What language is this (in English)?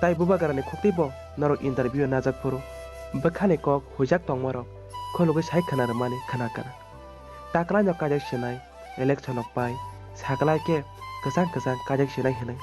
Kok Borok